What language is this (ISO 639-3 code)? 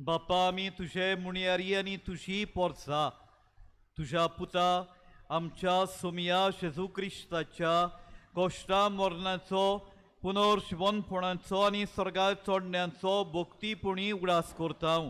kok